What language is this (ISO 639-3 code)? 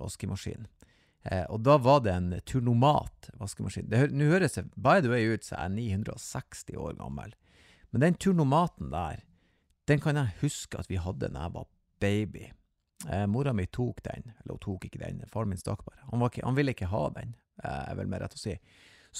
nor